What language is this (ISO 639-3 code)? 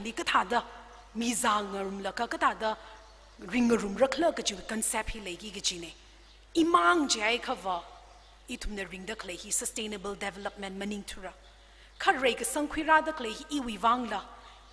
nmf